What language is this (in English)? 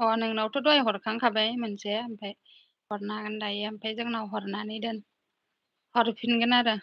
Bodo